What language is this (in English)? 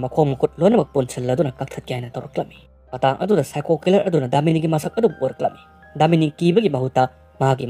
Manipuri